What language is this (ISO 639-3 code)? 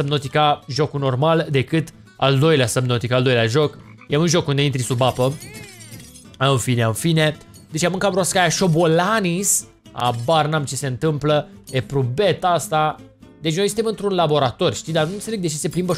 ron